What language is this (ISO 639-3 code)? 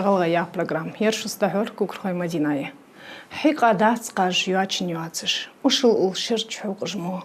inh